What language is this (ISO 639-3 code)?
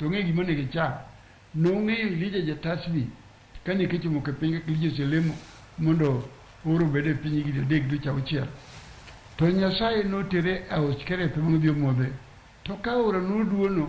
luo